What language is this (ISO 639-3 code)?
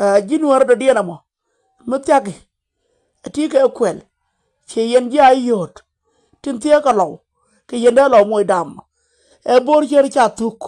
nus